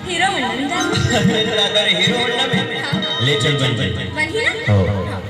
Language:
Chhattisgarhi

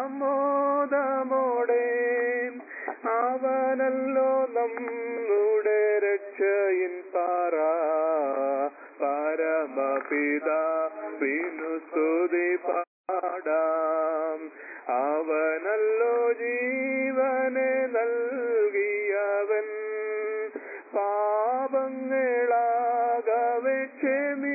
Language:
Malayalam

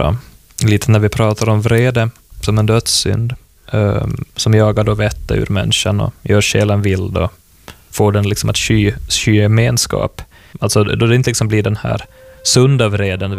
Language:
Swedish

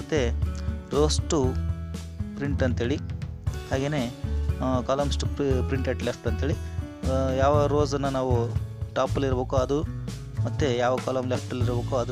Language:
Kannada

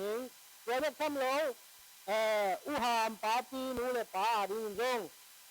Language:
Tedim Chin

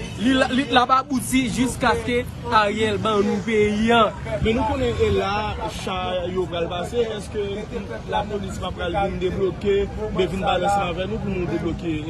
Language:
Haitian Creole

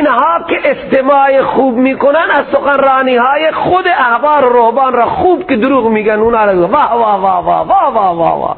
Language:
Persian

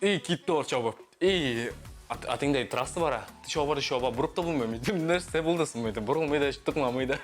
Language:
Tatar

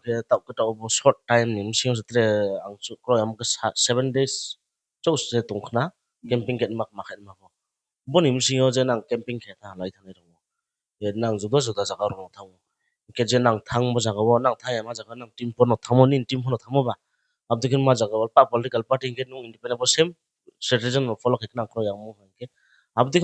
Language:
Riang (India)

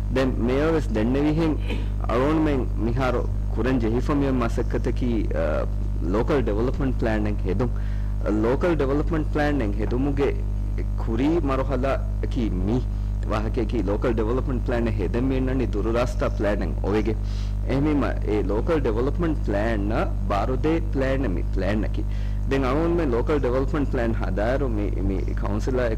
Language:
Divehi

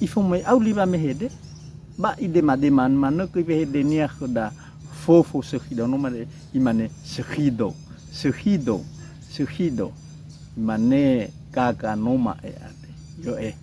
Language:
Nias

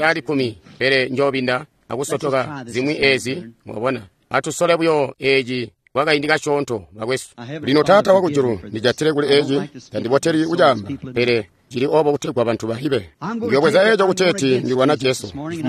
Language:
Tonga (Zambia)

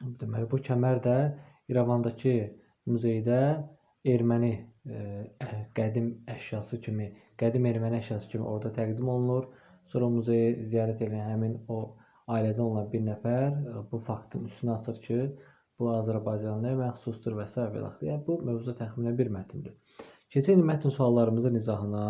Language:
Azerbaijani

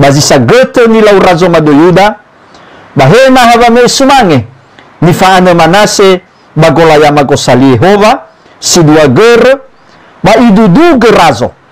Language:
Nias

